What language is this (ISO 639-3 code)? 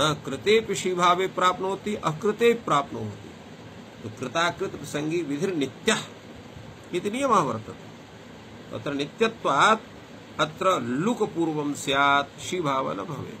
san